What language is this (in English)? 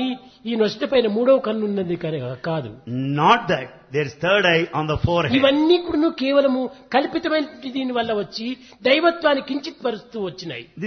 Telugu